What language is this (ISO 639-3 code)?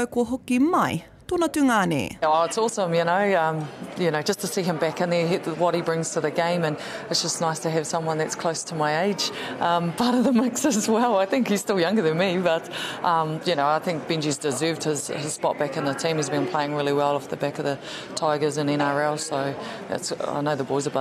mri